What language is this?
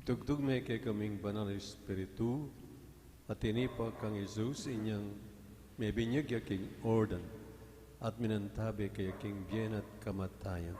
Pampanga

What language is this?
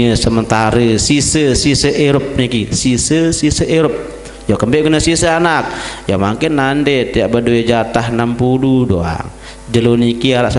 Sasak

